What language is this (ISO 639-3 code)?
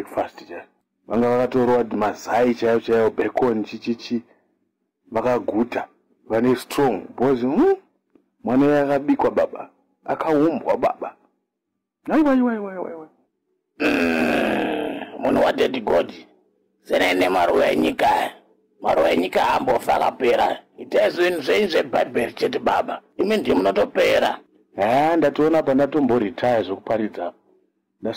sna